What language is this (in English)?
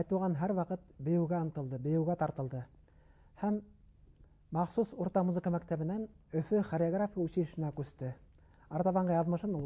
Bashkir